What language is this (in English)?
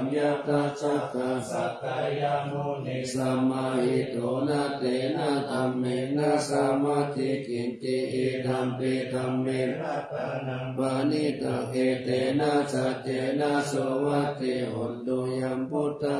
Pali